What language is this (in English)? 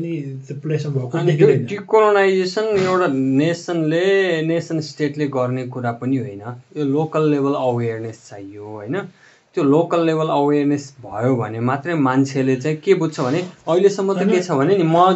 Nepali